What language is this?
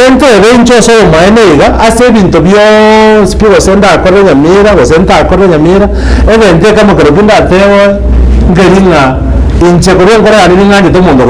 Gusii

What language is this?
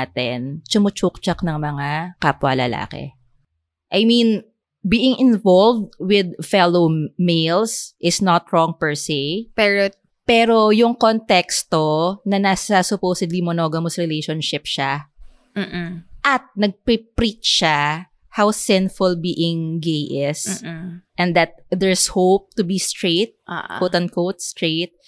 Filipino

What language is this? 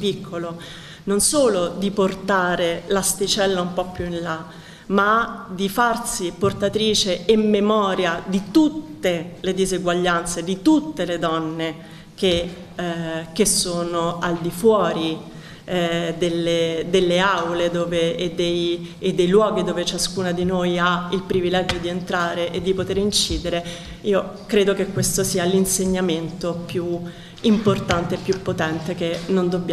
Italian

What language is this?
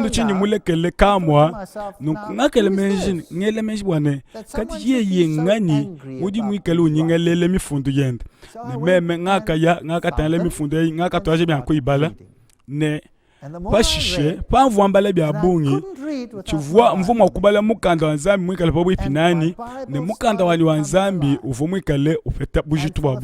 Luba-Lulua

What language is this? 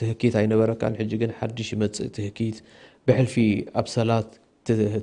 Tigrinya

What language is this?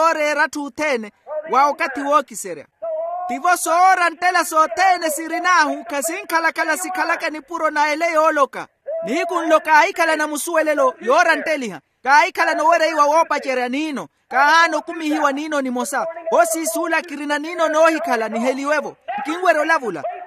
Makhuwa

